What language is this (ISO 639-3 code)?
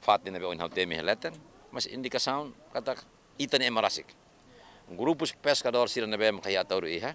tet